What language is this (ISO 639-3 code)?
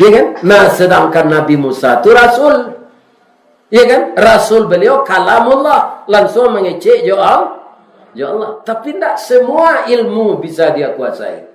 min